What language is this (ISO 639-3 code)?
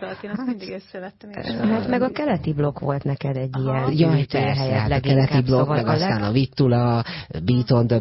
hun